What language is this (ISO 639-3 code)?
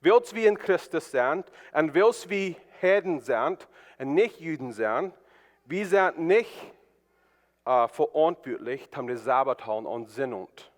pdt